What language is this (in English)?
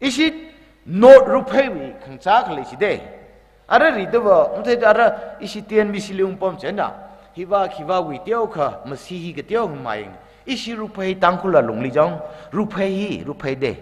Tangkhul Naga (India)